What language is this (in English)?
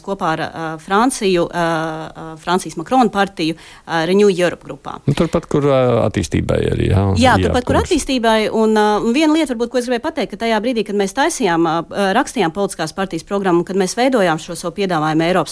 Latvian